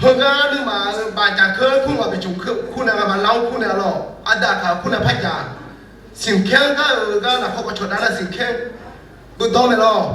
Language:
Akha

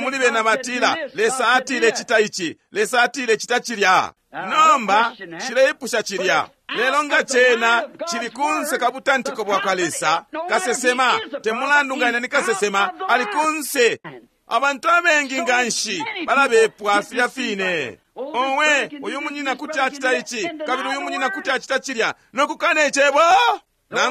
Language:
Bemba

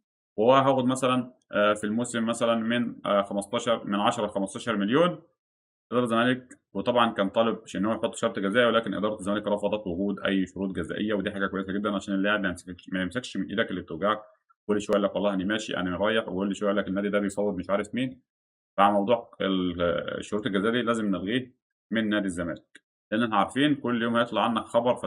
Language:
Egyptian Arabic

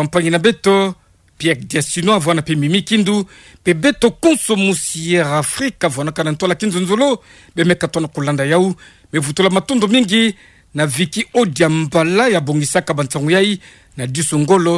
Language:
Kituba (Democratic Republic of Congo)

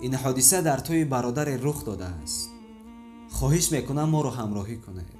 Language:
Tajik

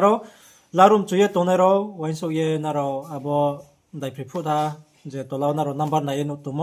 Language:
Riang (India)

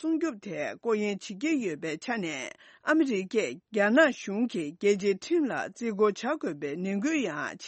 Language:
Tibetan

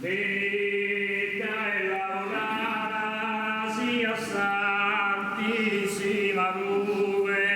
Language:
Sardinian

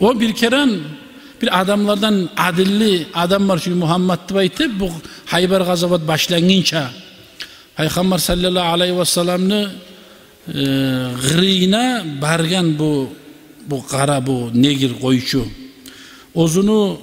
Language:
Kumyk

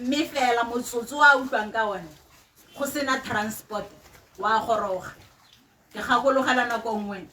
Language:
Tswana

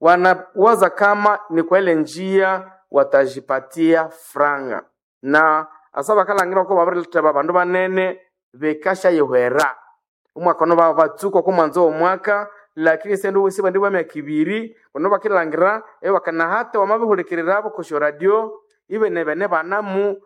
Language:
Nande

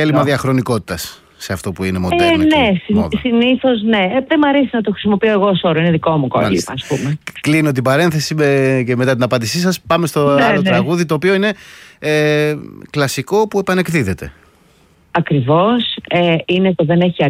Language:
Greek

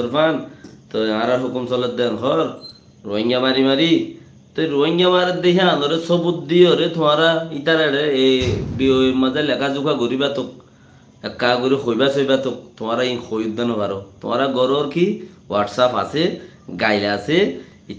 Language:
Rohingya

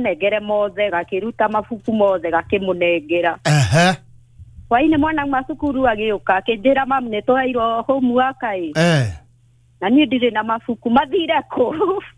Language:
Kikuyu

